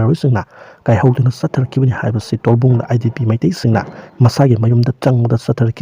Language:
Manipuri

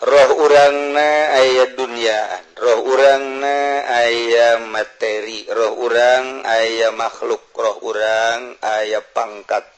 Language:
Sundanese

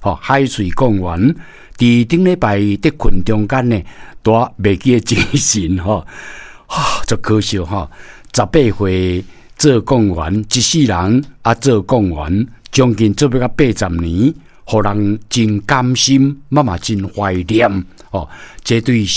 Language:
Min Nan Chinese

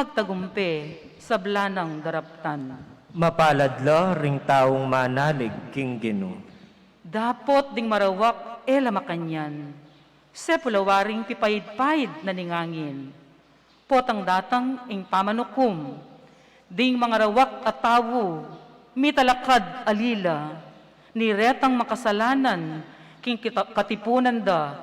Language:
Pampanga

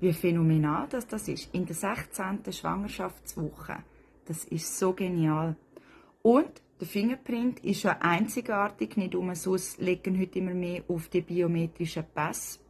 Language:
Swiss German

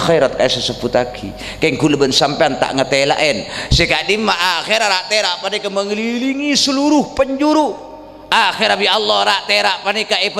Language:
Madurese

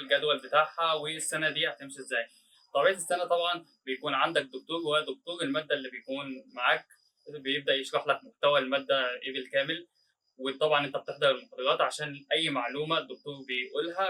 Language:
Egyptian Arabic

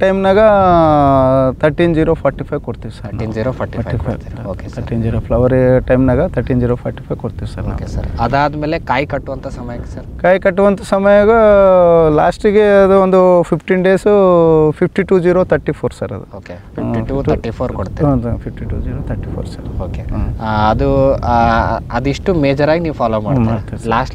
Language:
Kannada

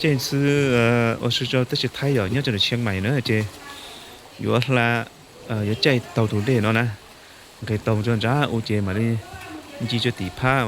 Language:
Hmong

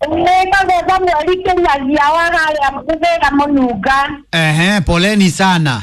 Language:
Kikuyu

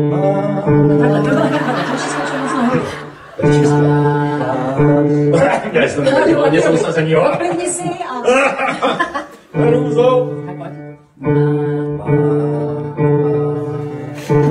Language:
Czech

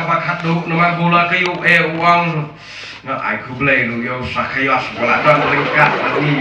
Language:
Khasi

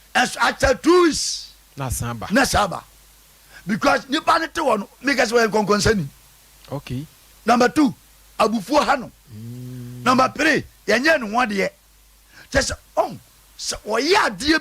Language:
Akan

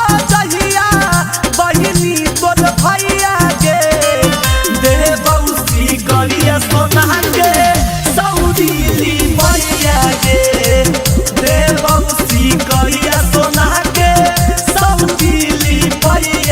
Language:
Magahi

